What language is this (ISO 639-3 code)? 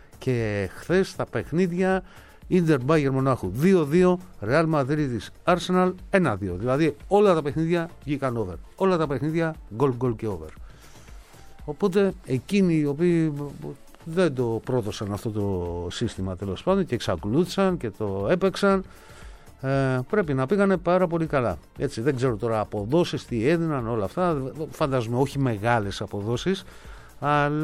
ell